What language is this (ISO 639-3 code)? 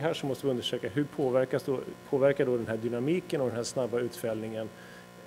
swe